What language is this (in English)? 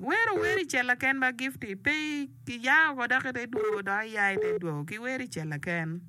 Acoli